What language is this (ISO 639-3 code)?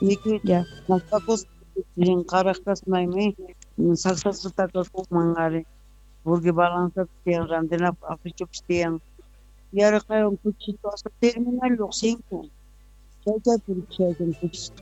quh